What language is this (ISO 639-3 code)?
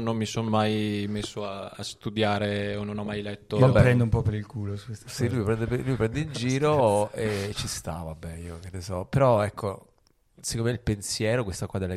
ita